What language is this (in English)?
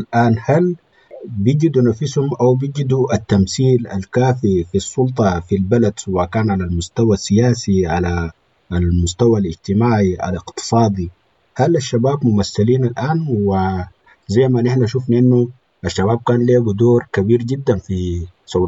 Sudanese Arabic